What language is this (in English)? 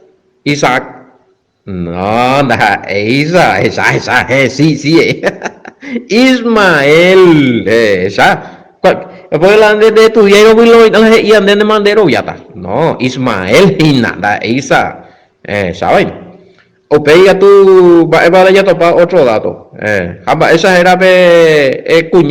Guarani